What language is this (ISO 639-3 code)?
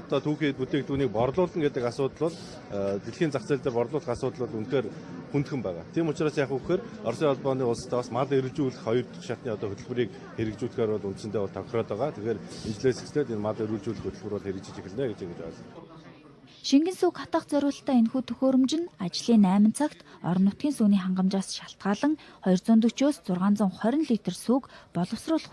mon